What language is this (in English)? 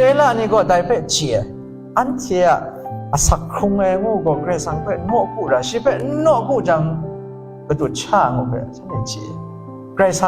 Kachin